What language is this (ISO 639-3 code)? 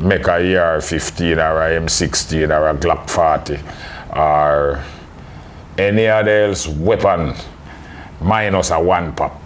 jam